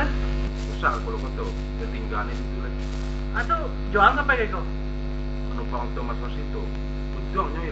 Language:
Minangkabau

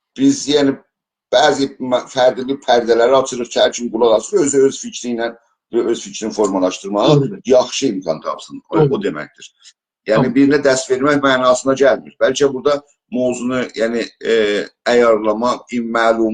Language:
South Azerbaijani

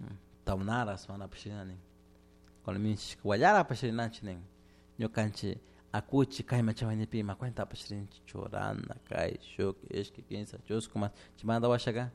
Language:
Chimborazo Highland Quichua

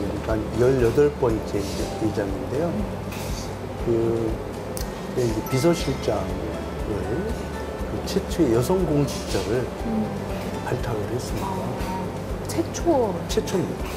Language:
Korean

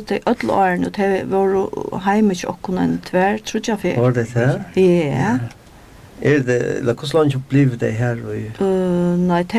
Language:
Faroese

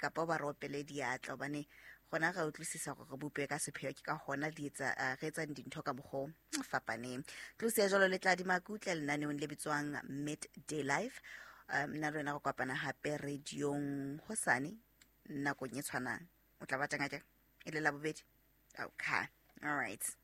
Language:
Southern Sotho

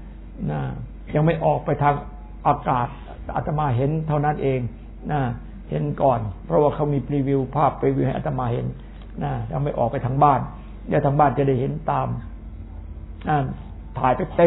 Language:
Thai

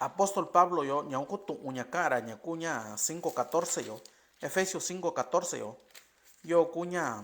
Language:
Mixtepec Mixtec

